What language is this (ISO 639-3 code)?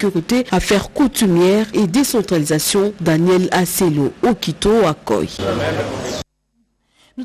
fra